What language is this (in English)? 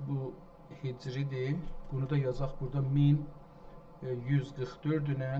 South Azerbaijani